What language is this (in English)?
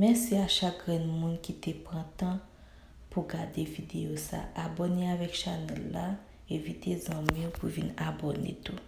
Haitian Creole